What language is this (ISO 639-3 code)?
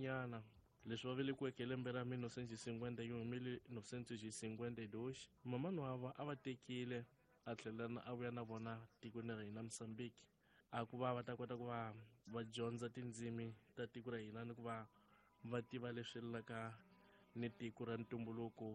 tso